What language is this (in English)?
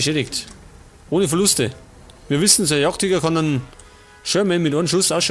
Bavarian